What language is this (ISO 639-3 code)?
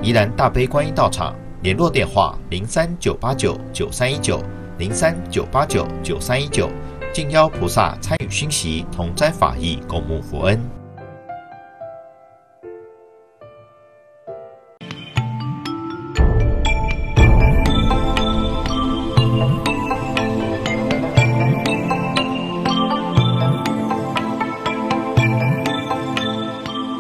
zho